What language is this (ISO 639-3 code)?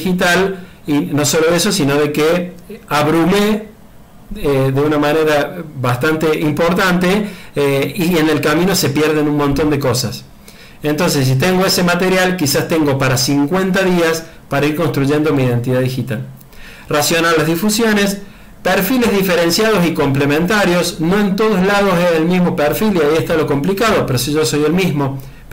spa